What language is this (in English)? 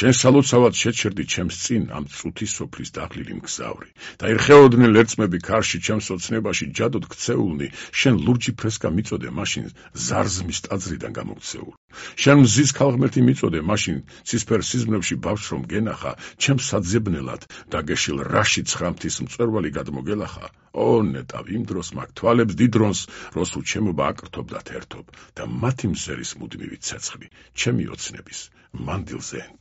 Georgian